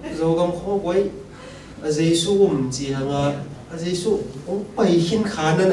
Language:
Tedim Chin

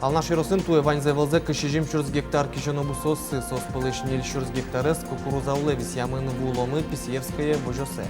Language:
Udmurt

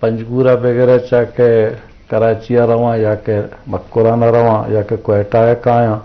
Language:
Eastern Balochi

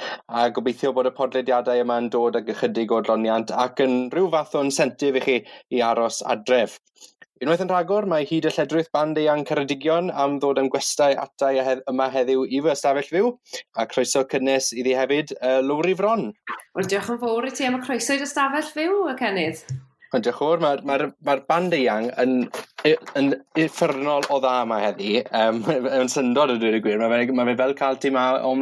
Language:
Welsh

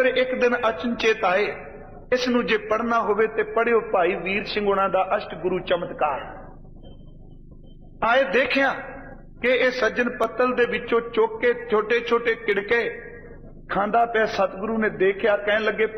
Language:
Punjabi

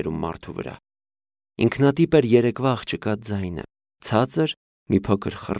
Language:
Armenian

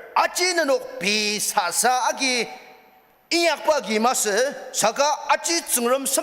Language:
Ao Naga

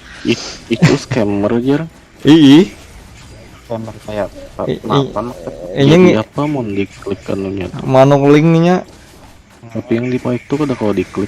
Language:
Banjar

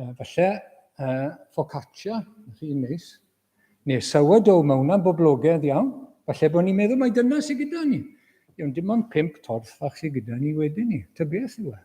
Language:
Welsh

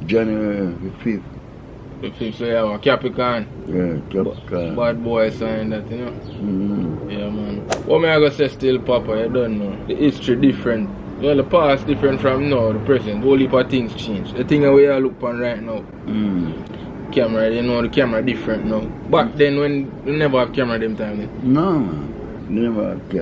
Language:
Jamaican Creole English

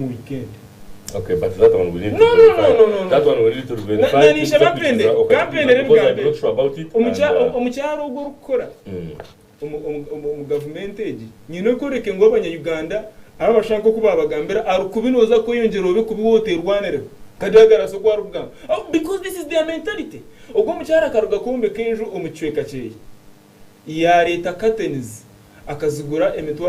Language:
Nyankole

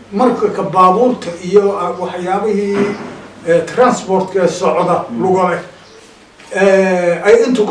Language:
Somali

